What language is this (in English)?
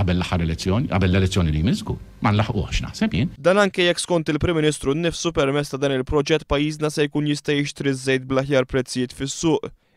Maltese